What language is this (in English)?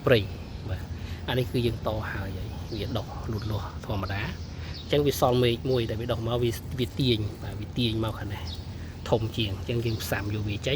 Khmer